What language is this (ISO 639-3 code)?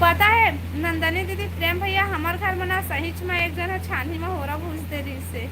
hne